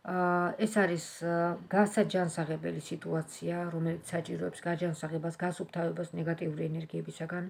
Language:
Georgian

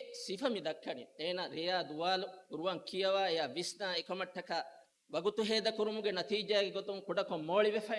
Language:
Divehi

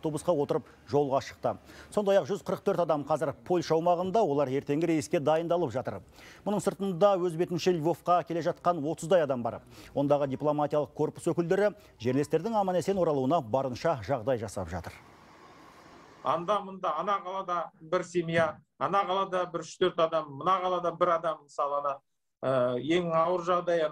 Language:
Kazakh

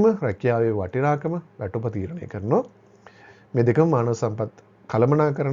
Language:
Sinhala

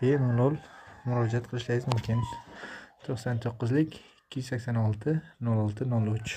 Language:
Uzbek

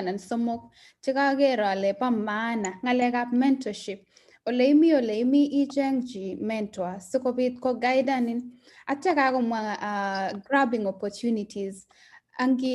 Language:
Kalenjin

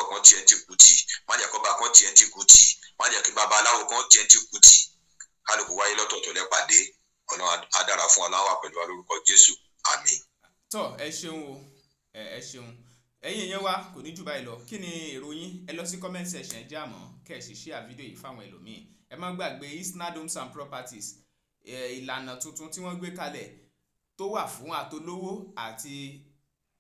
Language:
Yoruba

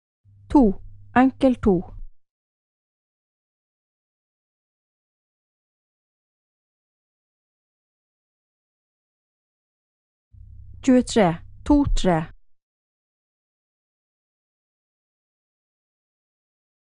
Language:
Norwegian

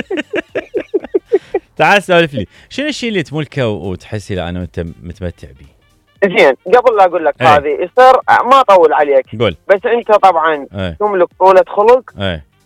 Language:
Mesopotamian Arabic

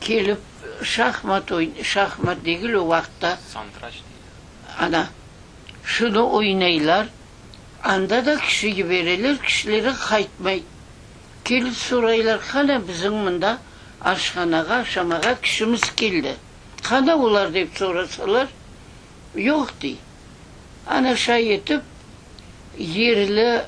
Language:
Crimean Tatar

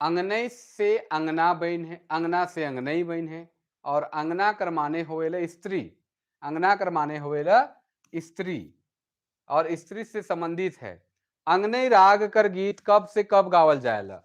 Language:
Sadri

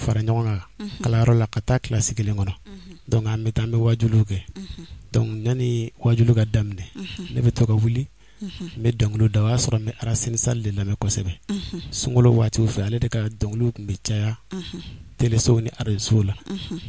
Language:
Bambara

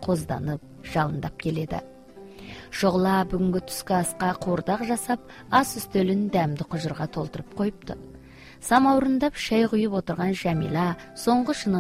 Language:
Kazakh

